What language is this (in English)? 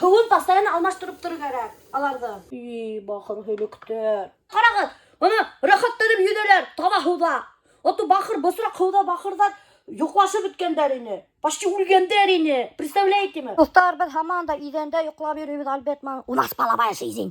Bashkir